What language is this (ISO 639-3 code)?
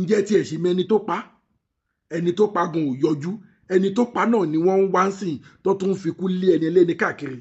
yor